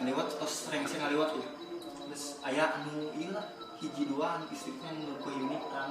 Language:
Sundanese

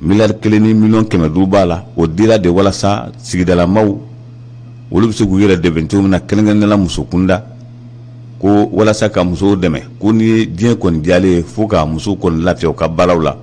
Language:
Bambara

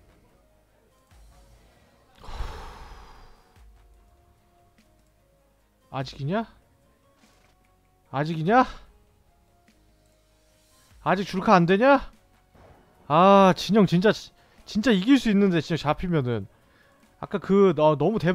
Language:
Korean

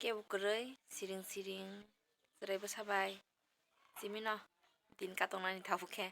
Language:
Kok Borok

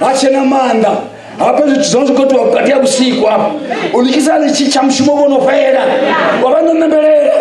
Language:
Venda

